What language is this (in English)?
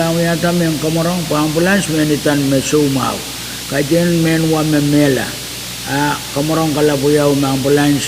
Pohnpeian